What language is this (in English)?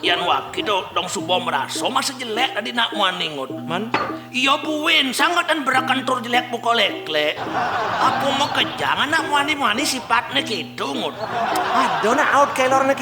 Balinese